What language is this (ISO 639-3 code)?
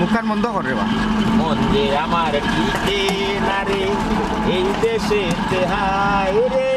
syl